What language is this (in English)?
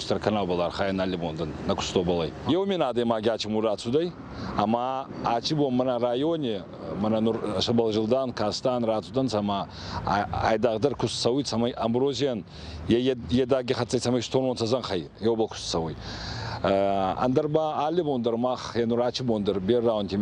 Ossetic